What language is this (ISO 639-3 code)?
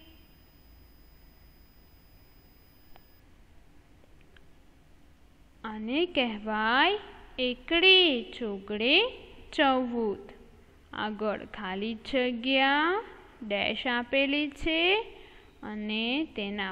guj